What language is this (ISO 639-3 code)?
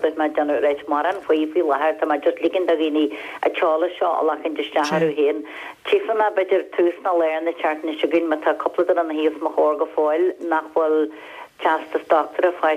gle